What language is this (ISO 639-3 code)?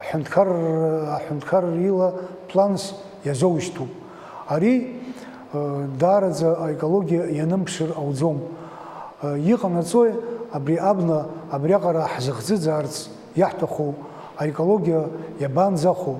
abk